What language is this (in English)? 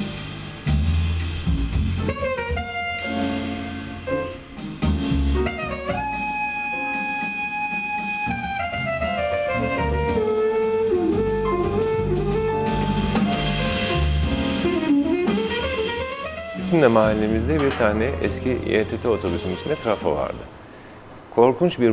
Turkish